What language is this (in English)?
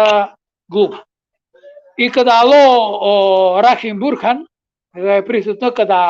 Balkan Romani